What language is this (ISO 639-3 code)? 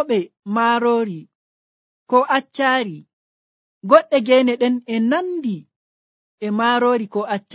fuv